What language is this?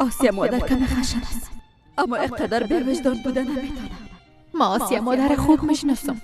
Persian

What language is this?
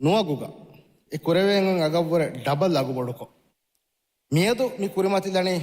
Divehi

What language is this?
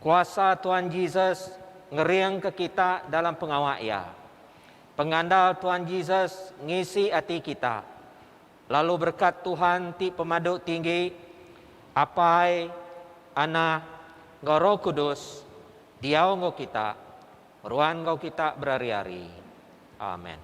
Iban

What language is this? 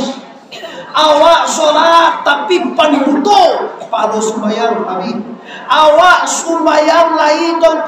Minangkabau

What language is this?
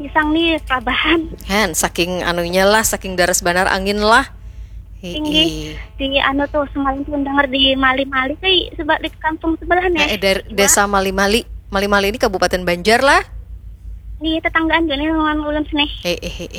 Banjar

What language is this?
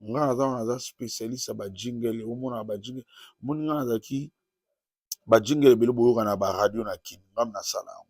Lingala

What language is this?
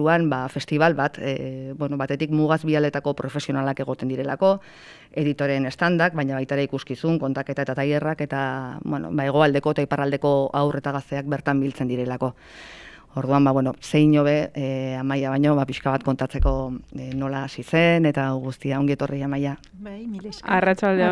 Basque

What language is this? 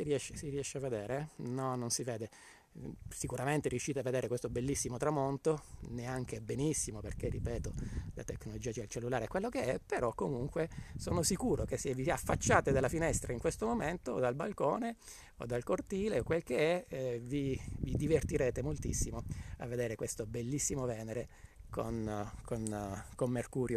Italian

